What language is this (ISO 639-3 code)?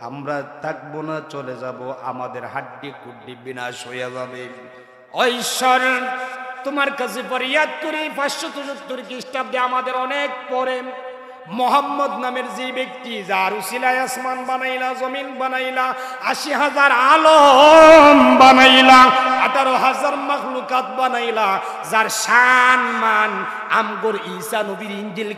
syl